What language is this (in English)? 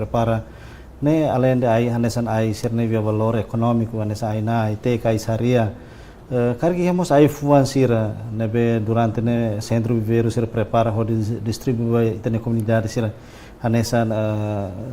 Tetum